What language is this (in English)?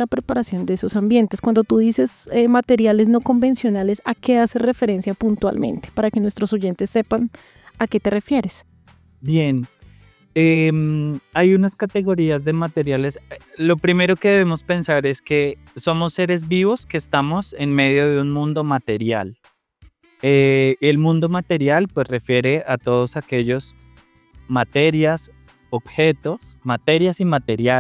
Spanish